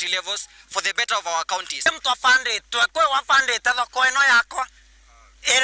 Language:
Meru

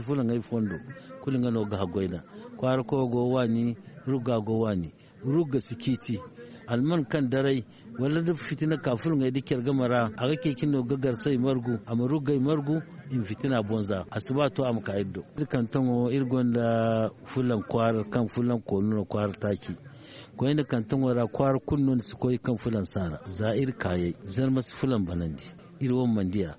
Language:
Zarma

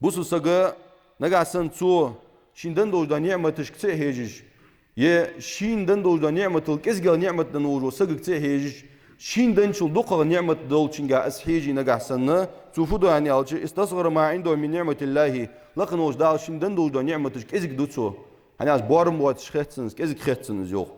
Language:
Ingush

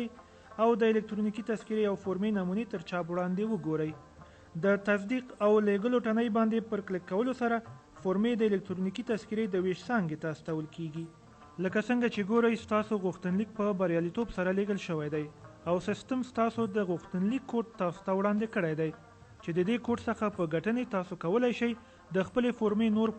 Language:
Pashto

